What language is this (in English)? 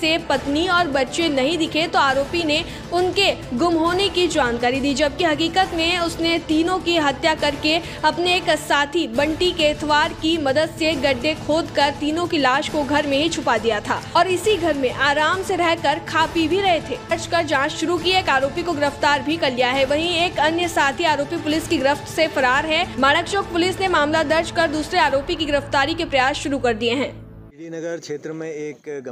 Hindi